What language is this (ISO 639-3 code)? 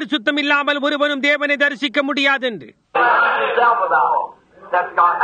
tam